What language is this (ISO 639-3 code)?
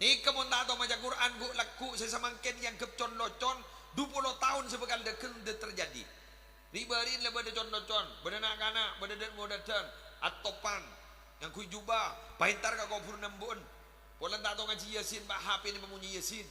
mad